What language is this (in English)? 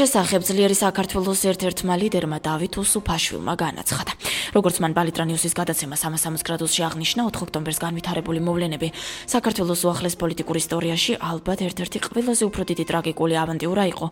Georgian